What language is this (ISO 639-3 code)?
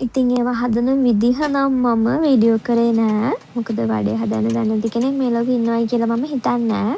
sin